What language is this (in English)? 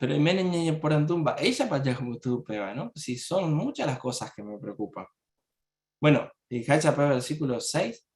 Guarani